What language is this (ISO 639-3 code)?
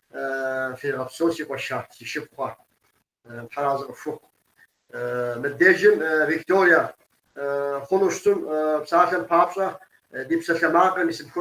kbd